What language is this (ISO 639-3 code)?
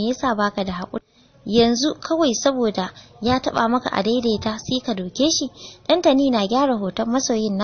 hau